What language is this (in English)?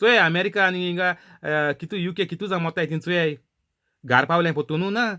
Konkani